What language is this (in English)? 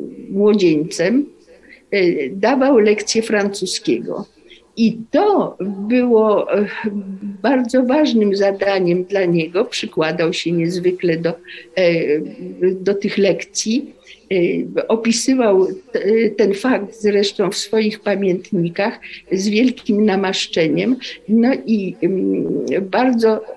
Polish